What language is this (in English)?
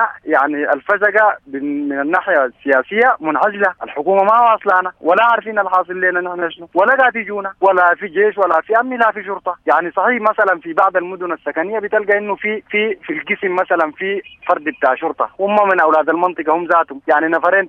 Sudanese Arabic